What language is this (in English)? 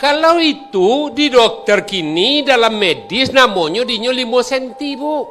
Minangkabau